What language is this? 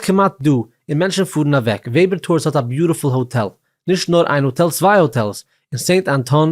Yiddish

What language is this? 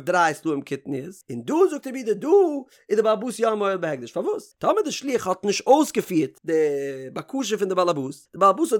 Yiddish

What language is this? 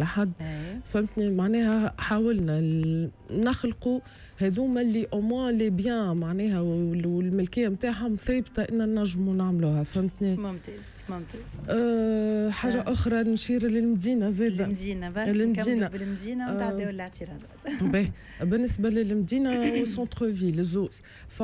Tunisian Arabic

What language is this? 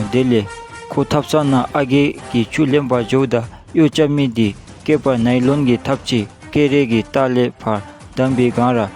Dzongkha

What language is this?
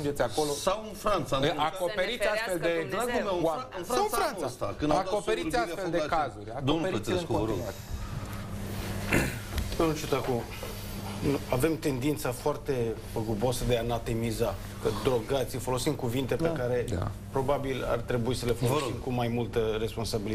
Romanian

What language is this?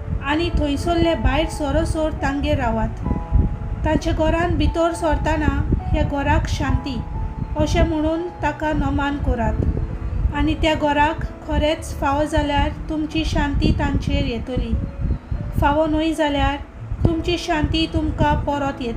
Konkani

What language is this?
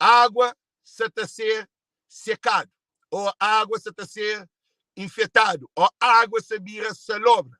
Kabuverdianu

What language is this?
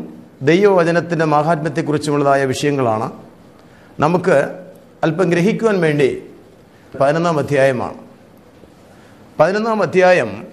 Malayalam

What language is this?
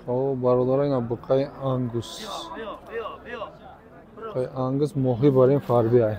Tajik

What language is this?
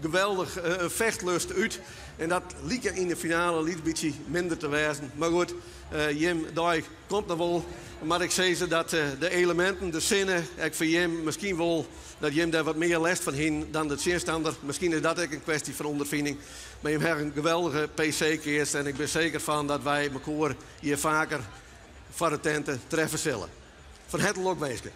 Western Frisian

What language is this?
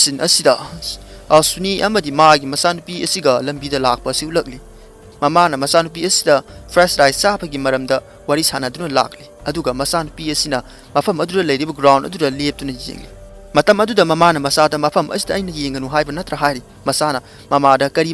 Manipuri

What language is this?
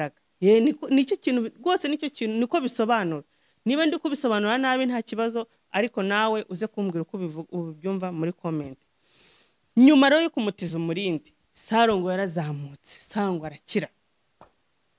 Kinyarwanda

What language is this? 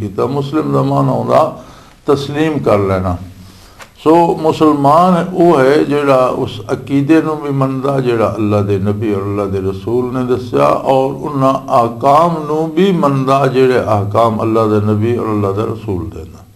Western Panjabi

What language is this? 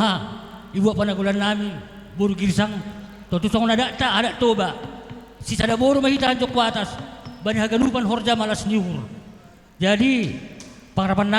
Batak Simalungun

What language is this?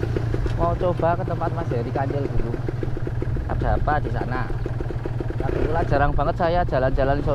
Indonesian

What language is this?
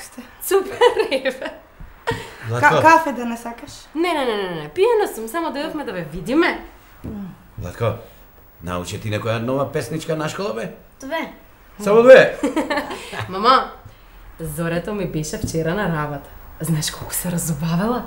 Macedonian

